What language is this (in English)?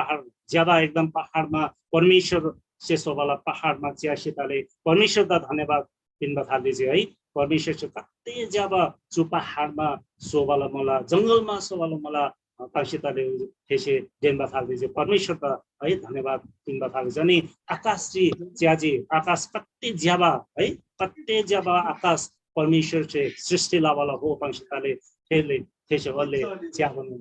Eastern Tamang